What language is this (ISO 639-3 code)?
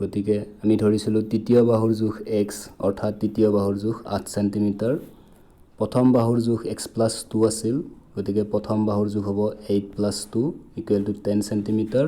asm